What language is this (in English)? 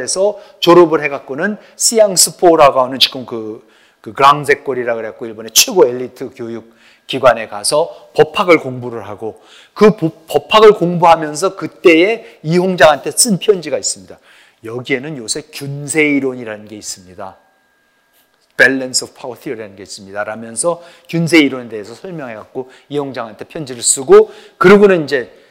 Korean